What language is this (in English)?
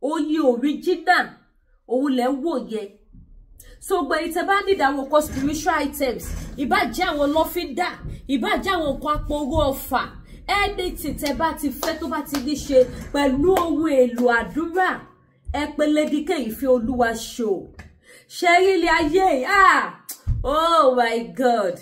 Yoruba